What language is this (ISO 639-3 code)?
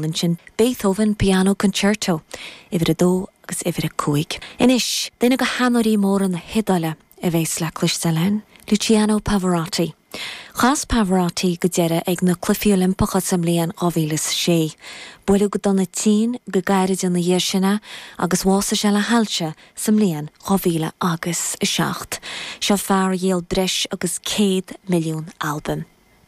gle